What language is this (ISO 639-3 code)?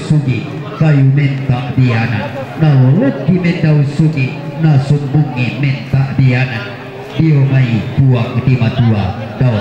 sda